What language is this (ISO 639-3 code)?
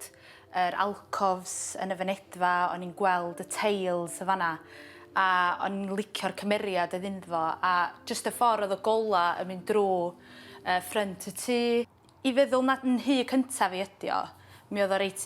cym